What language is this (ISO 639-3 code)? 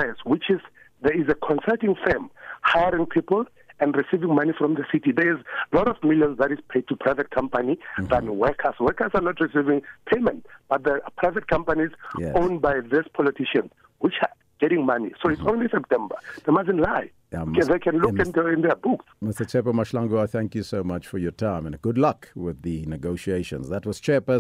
eng